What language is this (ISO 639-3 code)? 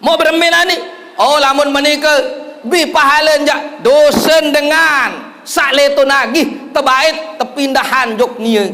sas